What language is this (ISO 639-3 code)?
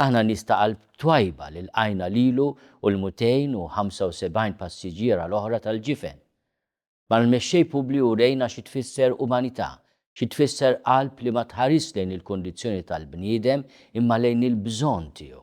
mlt